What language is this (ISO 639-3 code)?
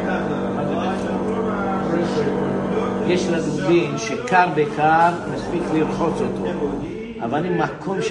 heb